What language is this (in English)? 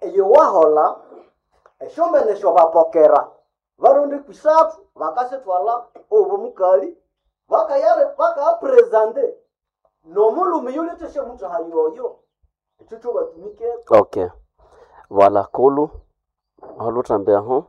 Nande